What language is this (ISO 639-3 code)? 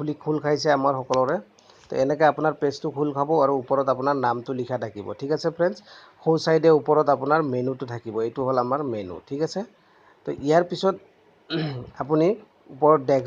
asm